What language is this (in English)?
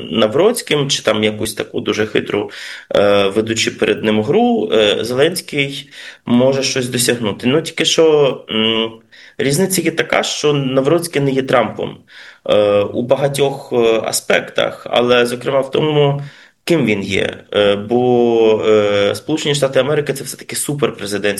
Ukrainian